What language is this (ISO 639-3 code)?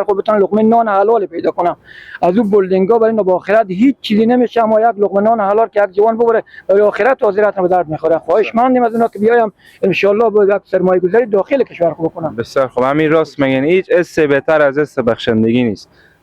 fas